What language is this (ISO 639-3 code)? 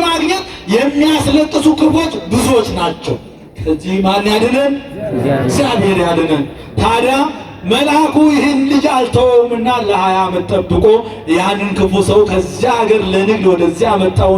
amh